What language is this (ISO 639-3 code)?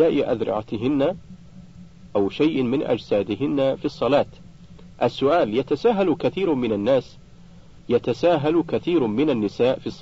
ara